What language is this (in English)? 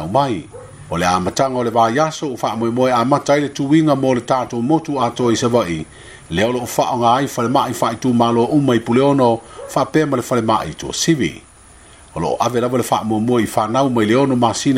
Samoan